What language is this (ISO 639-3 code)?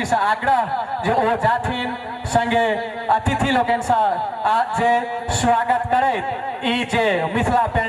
mai